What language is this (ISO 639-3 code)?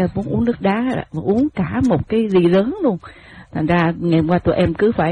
vie